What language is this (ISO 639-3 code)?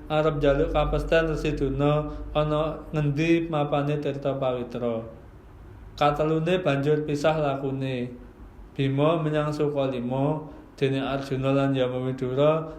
jav